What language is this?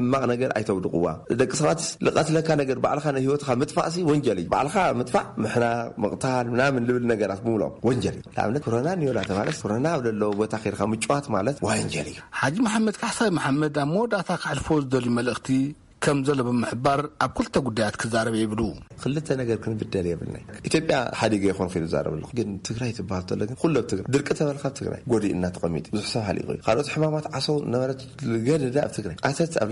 Tigrinya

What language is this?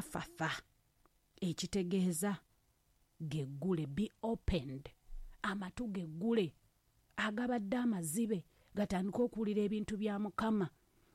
Ganda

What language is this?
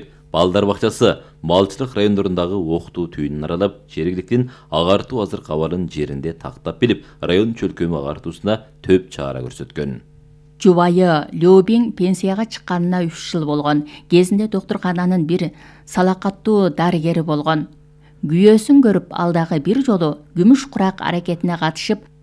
Kyrgyz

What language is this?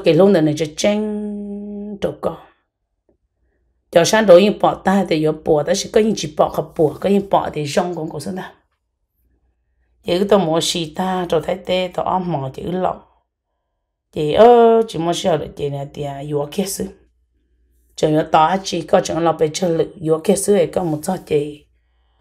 Vietnamese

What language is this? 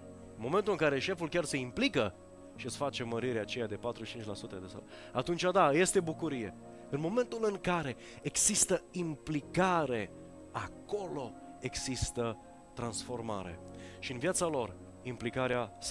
Romanian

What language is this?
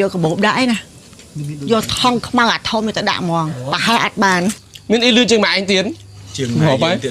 Khmer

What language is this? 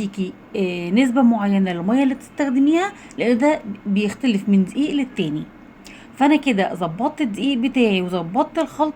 Egyptian Arabic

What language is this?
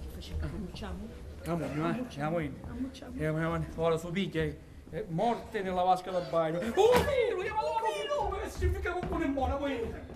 Sicilian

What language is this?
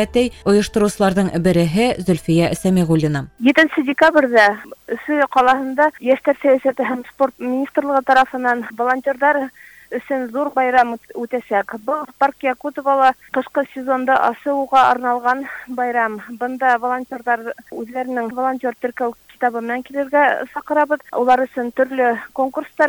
Bashkir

